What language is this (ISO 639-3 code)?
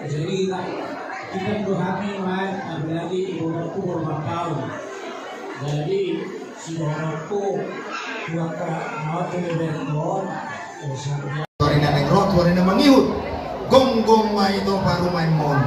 bbc